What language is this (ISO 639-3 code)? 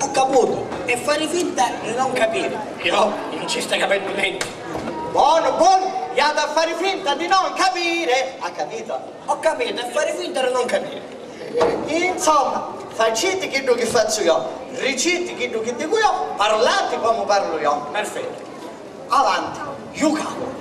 scn